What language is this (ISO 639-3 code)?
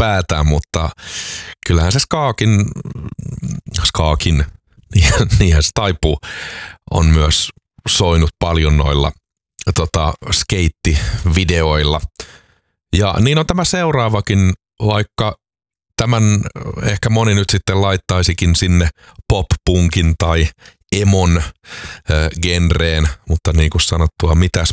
fin